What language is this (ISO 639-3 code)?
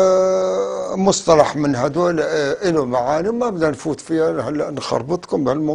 apc